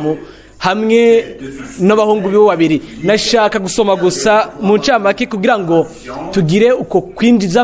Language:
Rundi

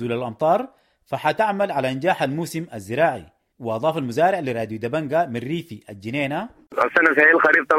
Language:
Sudanese Arabic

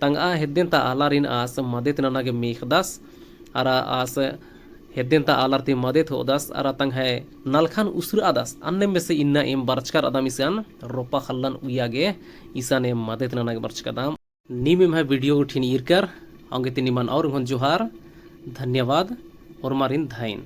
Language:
Kurukh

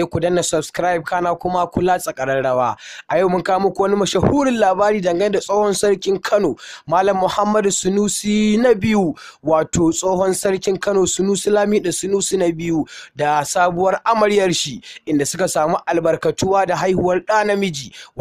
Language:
Hausa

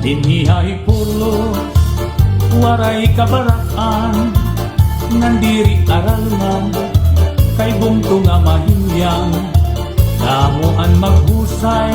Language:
Waray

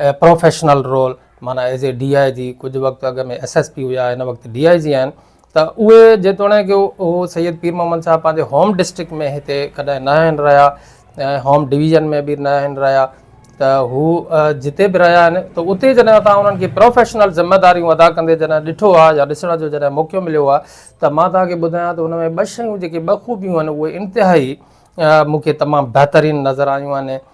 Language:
Sindhi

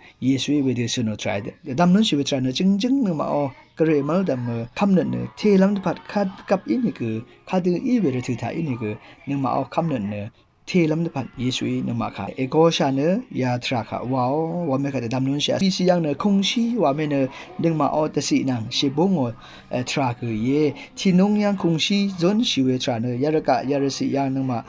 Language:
Rawang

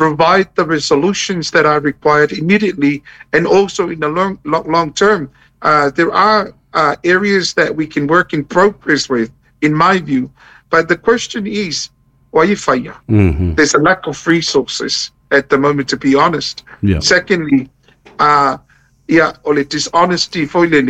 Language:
Samoan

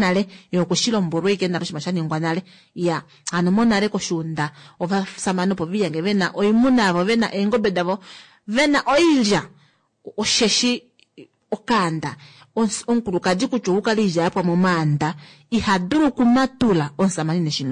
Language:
Kuanyama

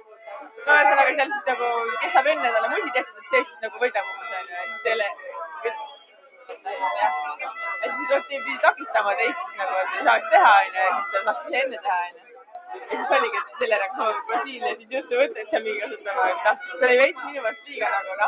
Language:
Estonian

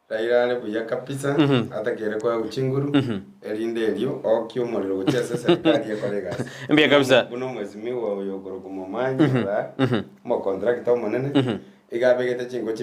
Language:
Gusii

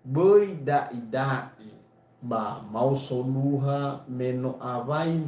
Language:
Nias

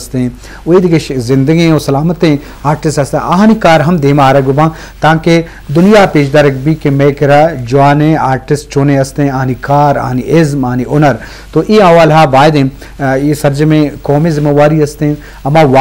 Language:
Eastern Balochi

